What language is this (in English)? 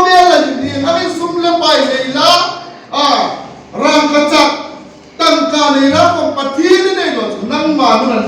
Hmar